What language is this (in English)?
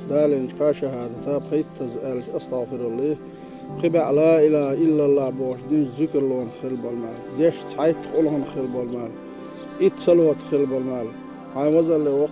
Chechen